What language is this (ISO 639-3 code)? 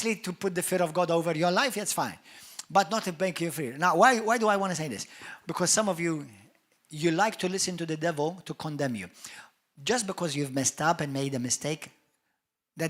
eng